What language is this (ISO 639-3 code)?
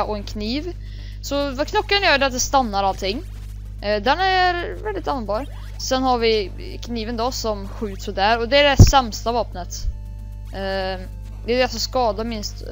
swe